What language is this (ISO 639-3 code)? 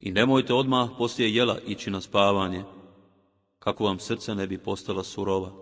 bos